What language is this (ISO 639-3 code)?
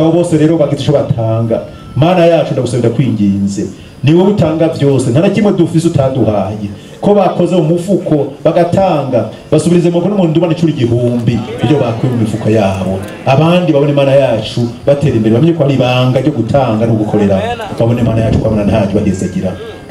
run